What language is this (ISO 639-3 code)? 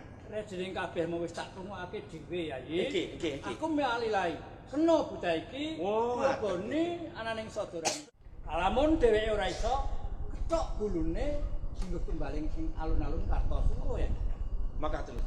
jav